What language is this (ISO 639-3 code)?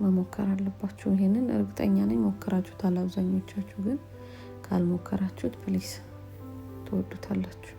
amh